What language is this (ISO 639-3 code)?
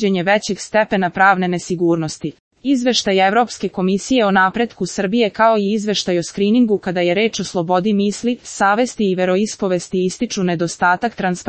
srp